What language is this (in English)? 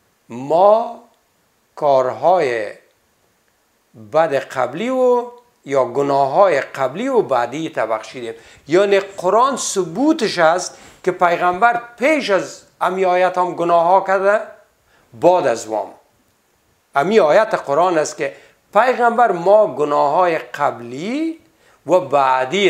Persian